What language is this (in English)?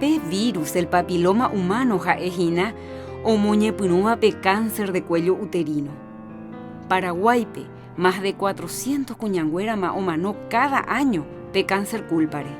Guarani